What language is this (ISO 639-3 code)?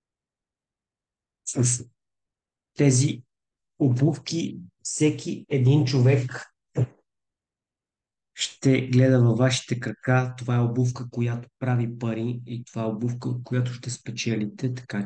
bul